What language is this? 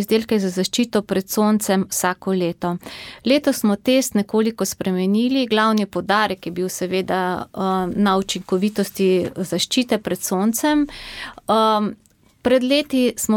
Slovenian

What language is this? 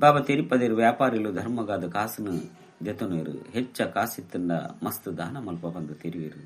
Tulu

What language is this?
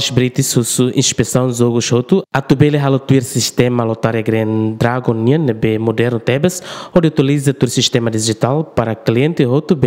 Tetum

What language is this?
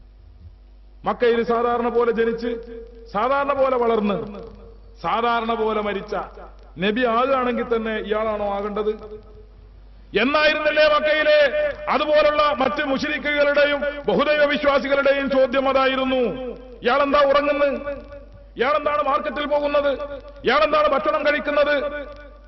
Malayalam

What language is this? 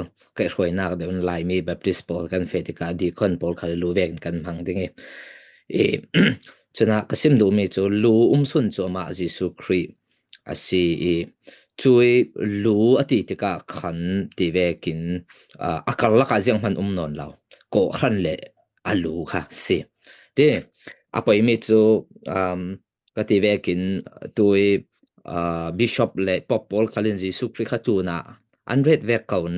Falam Chin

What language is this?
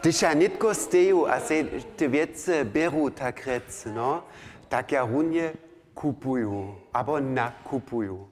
Upper Sorbian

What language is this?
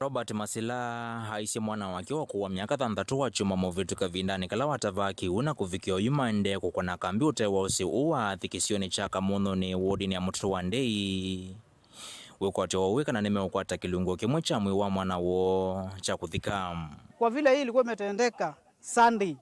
Kamba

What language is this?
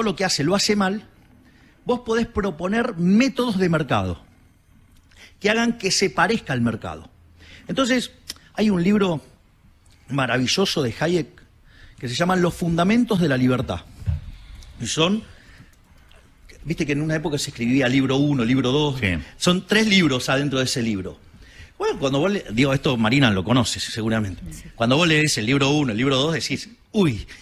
Spanish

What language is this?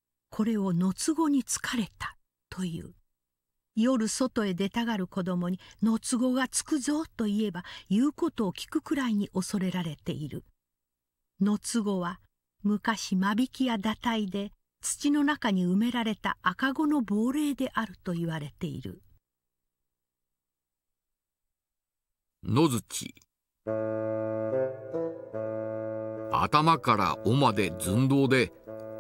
Japanese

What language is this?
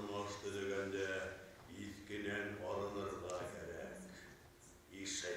Bashkir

